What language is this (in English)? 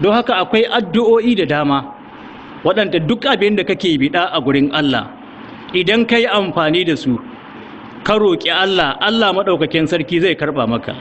Hausa